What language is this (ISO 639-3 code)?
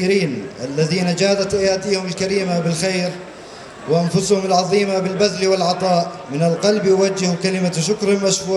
apc